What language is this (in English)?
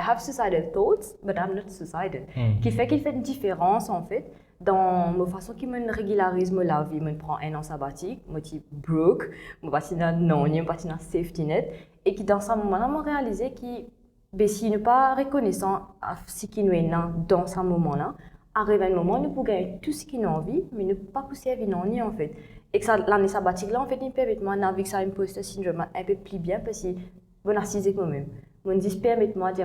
Morisyen